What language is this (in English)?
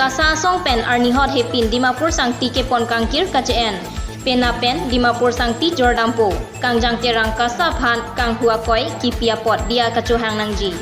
Karbi